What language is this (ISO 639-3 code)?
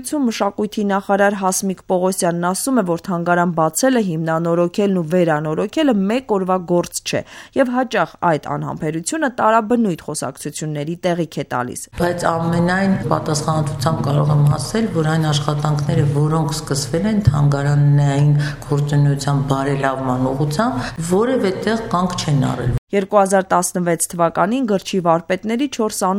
hye